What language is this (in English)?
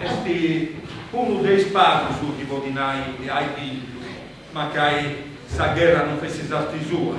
Sardinian